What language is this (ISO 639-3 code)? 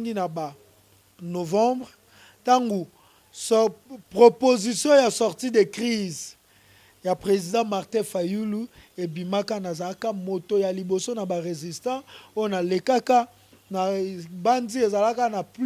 lin